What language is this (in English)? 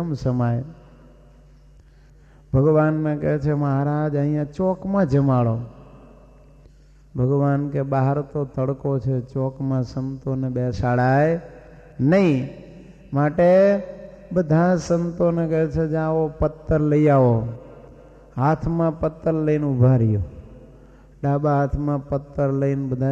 Gujarati